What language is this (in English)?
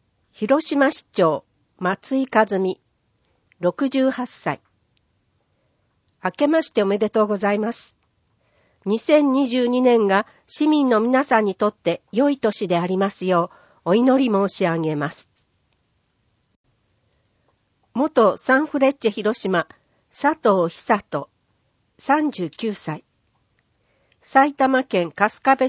Japanese